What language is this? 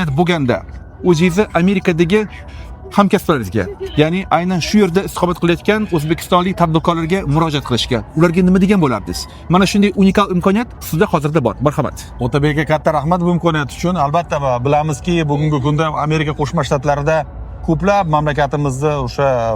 Uzbek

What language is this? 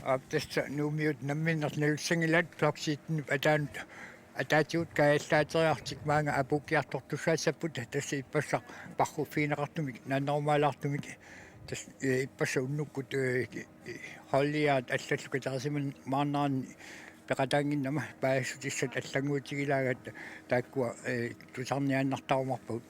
Kalaallisut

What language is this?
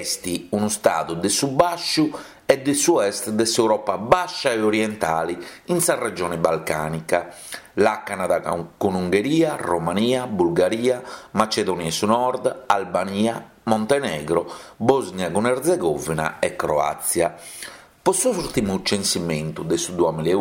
Sardinian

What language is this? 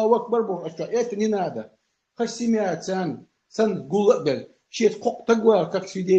Chechen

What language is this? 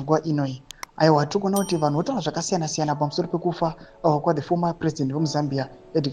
Shona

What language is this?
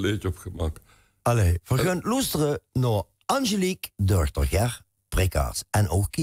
Limburgish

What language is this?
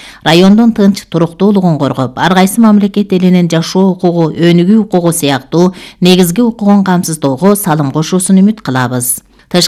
Kyrgyz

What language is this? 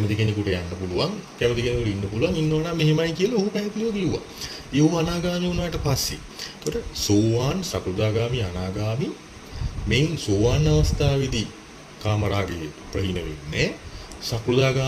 Sinhala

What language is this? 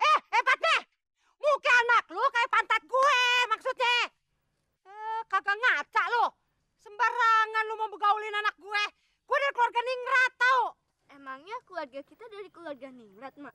Betawi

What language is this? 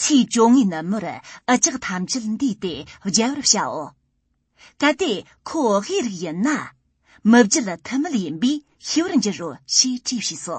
Tibetan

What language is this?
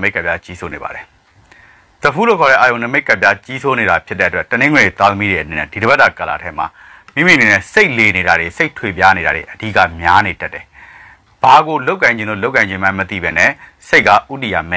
Burmese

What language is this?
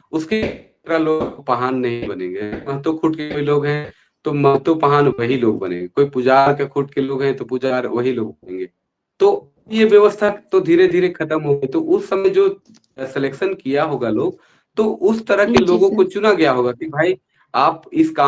Sadri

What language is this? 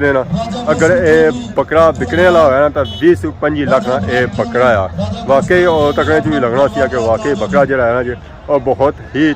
Pahari-Potwari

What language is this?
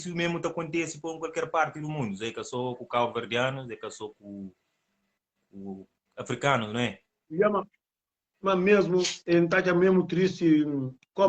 Kabuverdianu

